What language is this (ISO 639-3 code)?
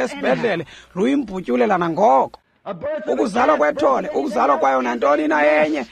xho